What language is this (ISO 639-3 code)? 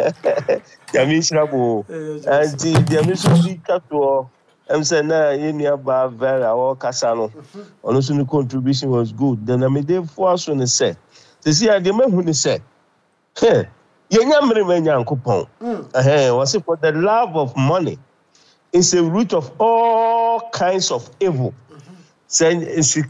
aka